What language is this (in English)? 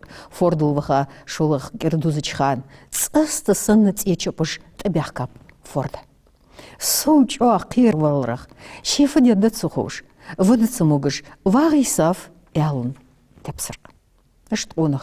Ingush